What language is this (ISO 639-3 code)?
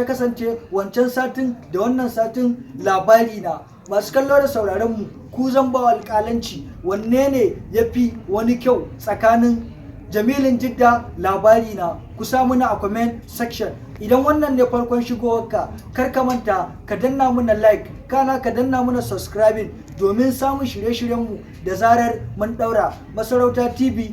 hau